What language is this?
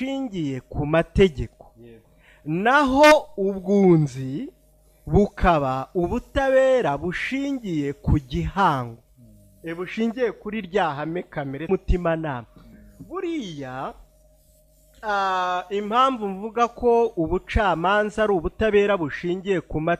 Kinyarwanda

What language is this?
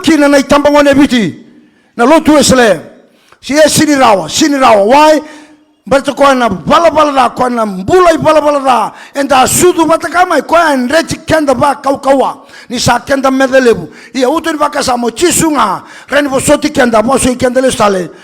Fijian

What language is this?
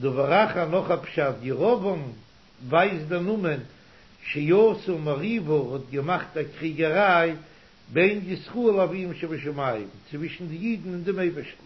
Yiddish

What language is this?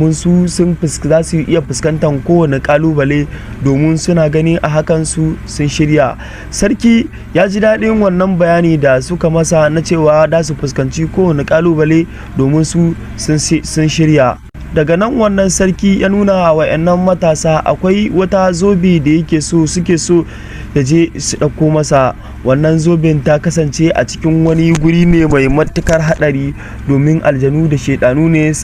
Hausa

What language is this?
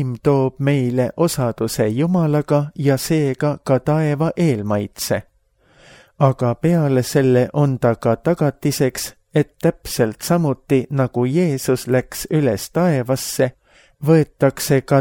Estonian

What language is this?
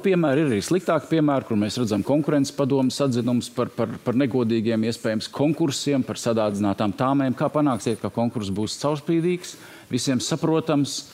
Latvian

